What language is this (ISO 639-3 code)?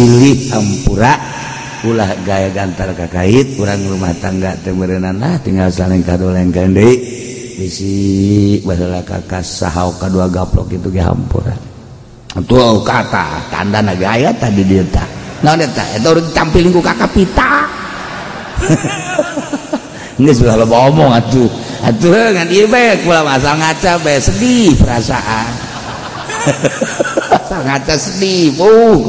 sun